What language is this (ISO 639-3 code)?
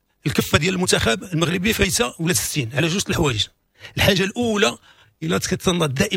ary